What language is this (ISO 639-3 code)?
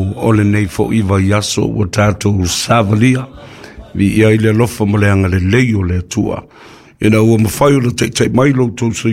smo